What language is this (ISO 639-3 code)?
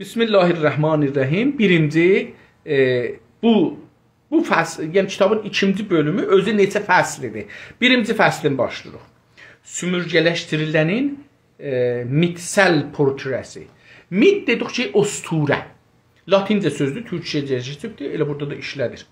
azb